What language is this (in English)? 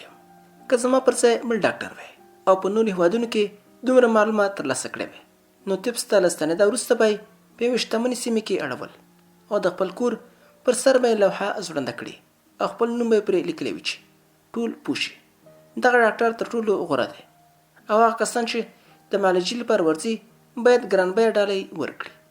Pashto